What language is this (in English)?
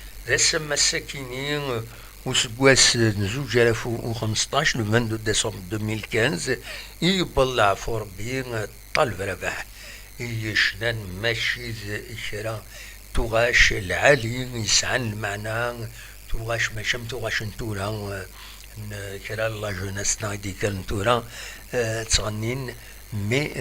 Kabyle